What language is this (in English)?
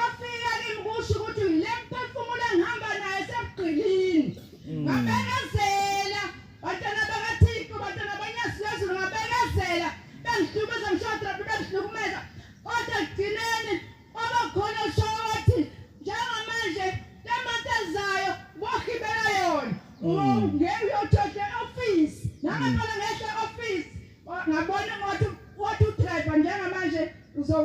Zulu